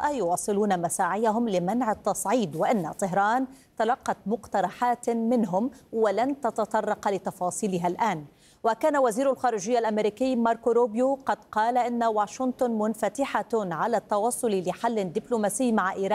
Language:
Arabic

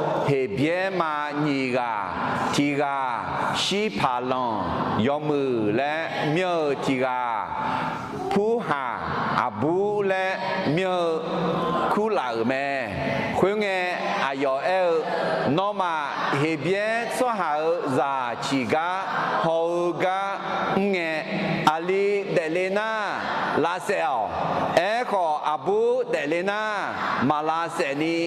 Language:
Akha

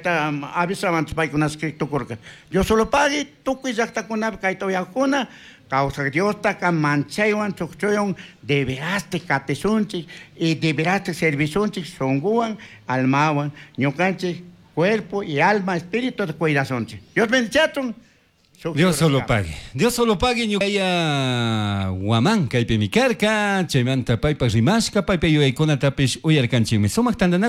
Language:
Chimborazo Highland Quichua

